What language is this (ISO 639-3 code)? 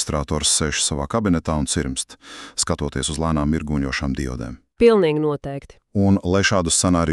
lav